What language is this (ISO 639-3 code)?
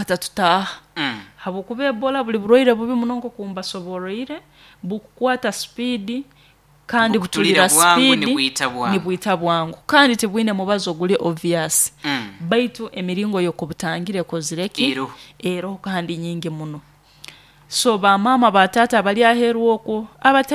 nyo